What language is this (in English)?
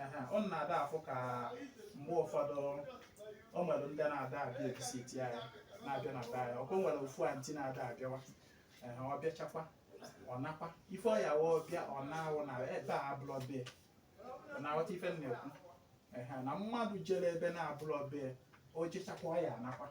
Igbo